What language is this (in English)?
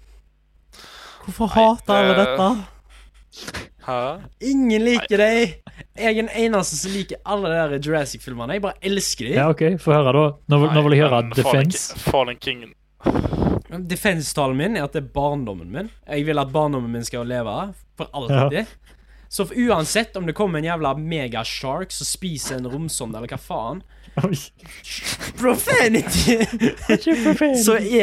Norwegian